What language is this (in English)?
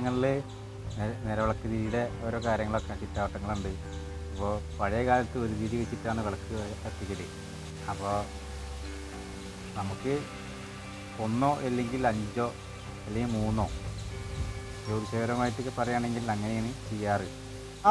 Malayalam